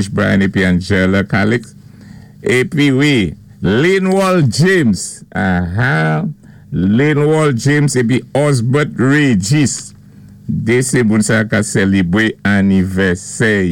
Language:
Saint Lucian Creole French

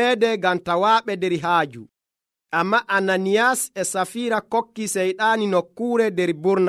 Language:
Nigerian Fulfulde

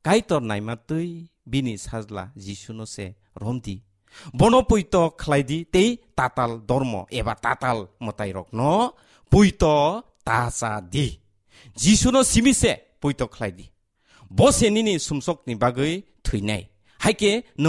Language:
Kok Borok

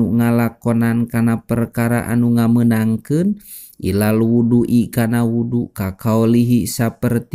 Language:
Sundanese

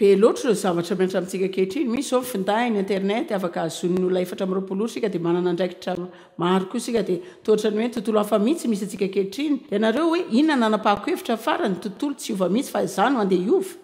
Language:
Malagasy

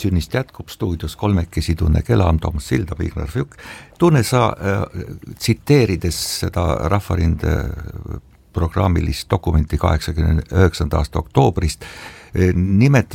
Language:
Estonian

